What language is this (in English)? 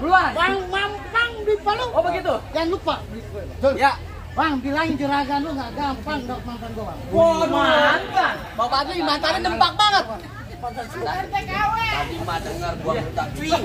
Betawi